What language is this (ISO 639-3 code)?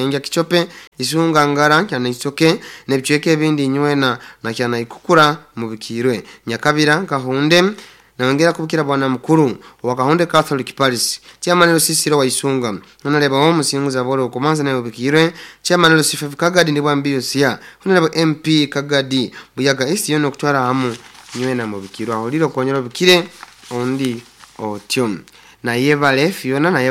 nyo